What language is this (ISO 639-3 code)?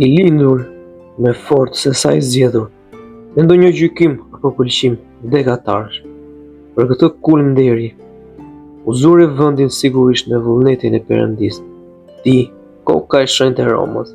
sqi